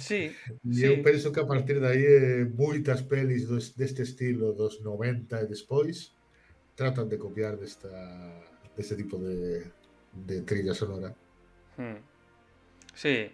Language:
Galician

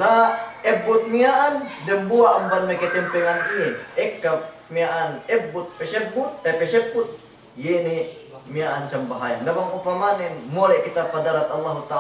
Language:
Yakan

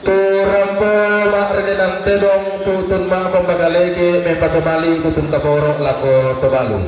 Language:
Toraja-Sa'dan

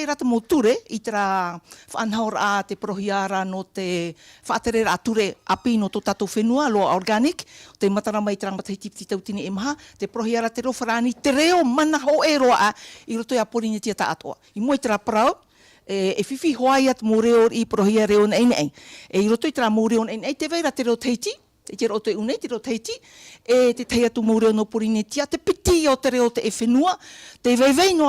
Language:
Tahitian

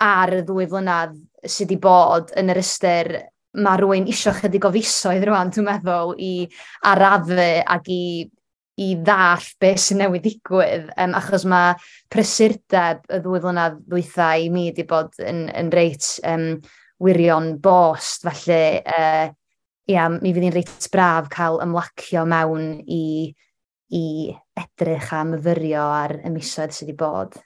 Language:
Welsh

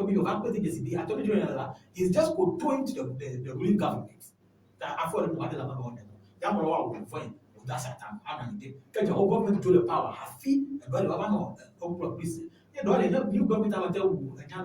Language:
Ewe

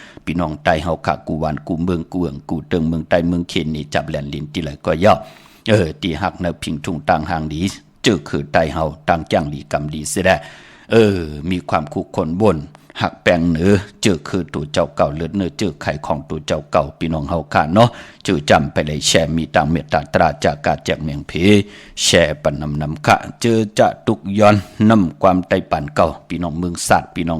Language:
Shan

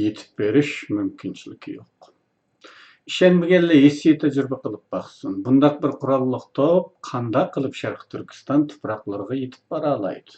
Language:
Uyghur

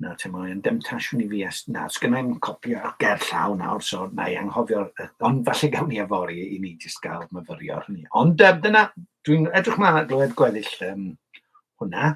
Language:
Welsh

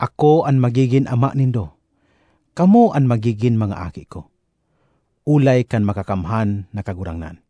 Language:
Bikol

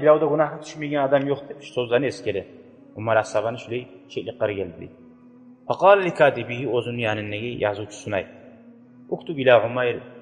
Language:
Kumyk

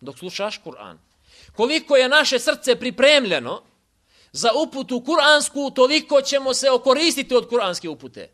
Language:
Bosnian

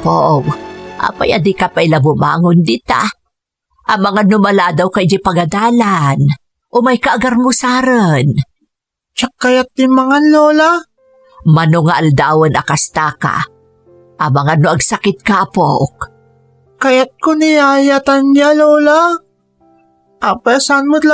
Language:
Iloko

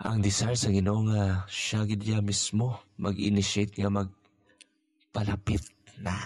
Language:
Hiligaynon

